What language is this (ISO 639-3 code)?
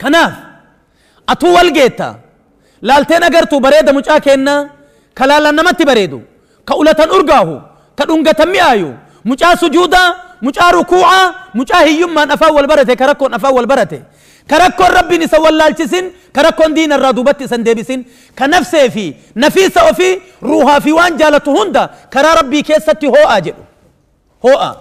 orm